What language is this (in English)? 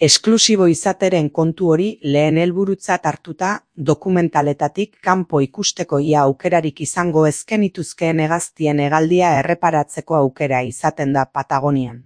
Basque